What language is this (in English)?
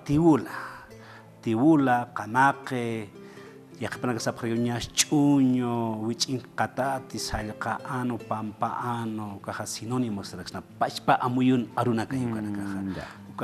Aymara